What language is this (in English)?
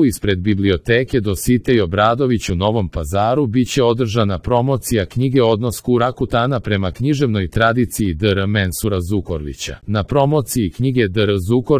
Serbian